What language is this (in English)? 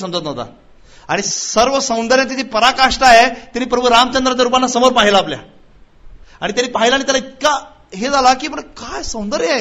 Marathi